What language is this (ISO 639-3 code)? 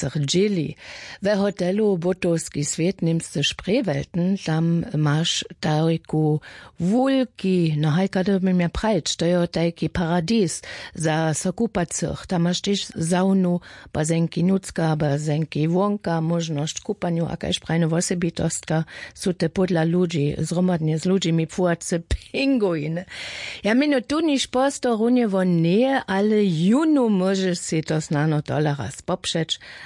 hsb